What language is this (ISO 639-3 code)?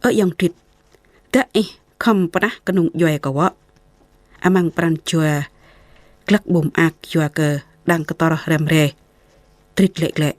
jra